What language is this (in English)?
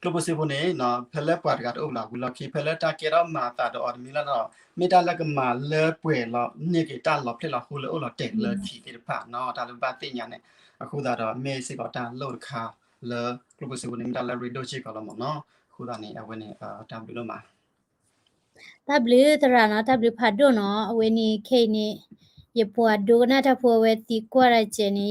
S'gaw Karen